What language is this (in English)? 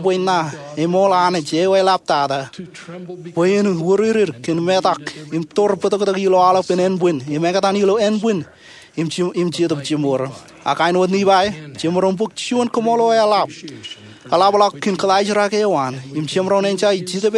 Marshallese